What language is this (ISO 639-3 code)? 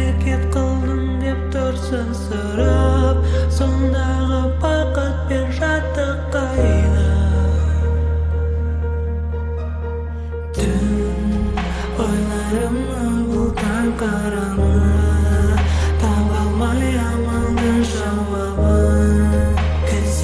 kaz